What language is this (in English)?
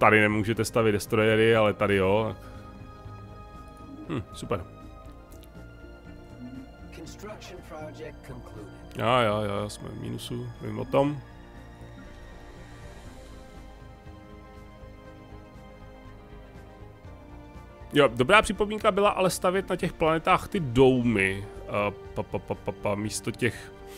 Czech